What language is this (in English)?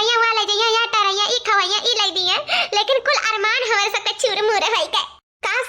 Awadhi